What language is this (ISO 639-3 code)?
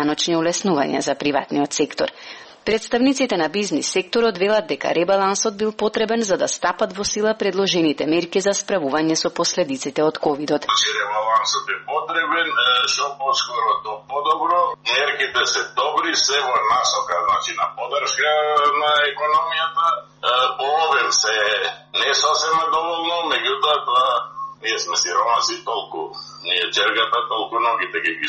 mkd